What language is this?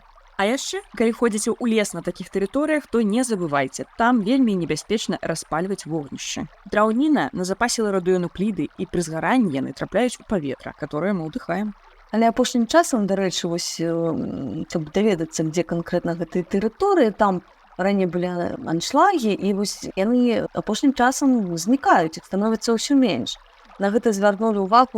Belarusian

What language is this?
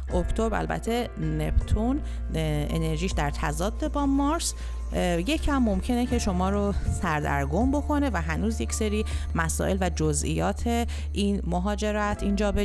Persian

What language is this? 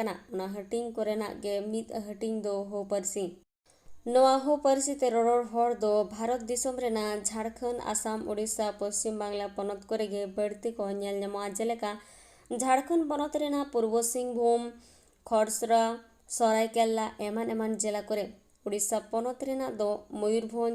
Santali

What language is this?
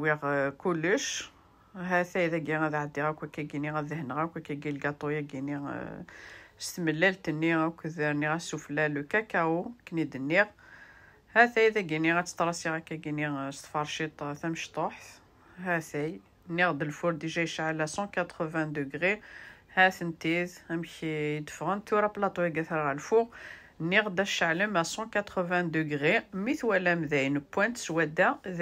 Kabyle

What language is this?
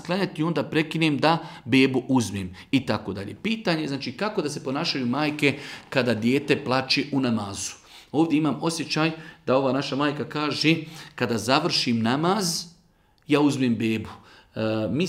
Bosnian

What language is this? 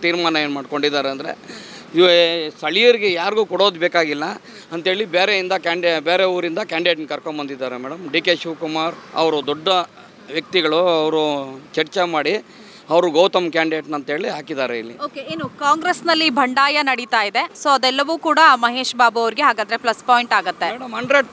Kannada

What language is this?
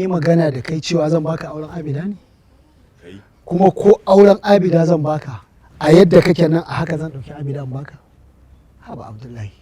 Hausa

